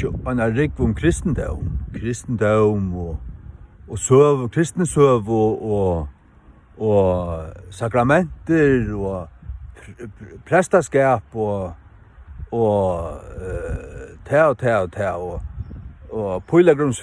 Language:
Faroese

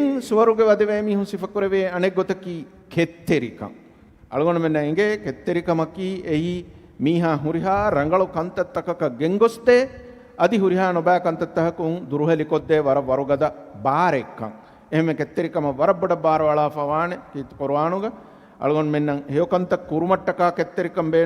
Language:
Divehi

